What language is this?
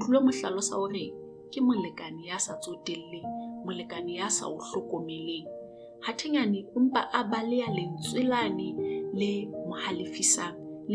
Southern Sotho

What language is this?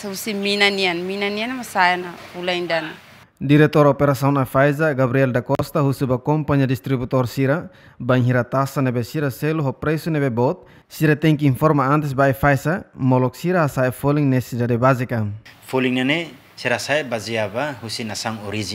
Tetum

